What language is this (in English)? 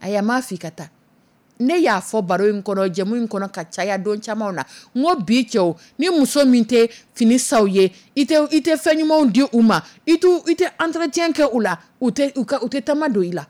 Dyula